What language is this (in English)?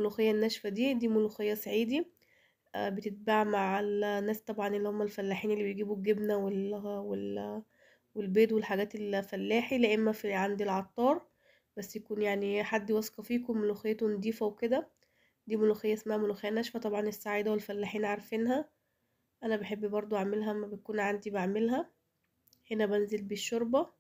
Egyptian Arabic